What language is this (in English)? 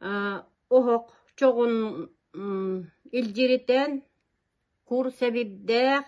Yakut